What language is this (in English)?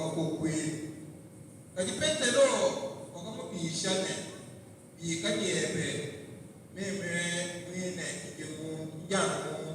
Luba-Lulua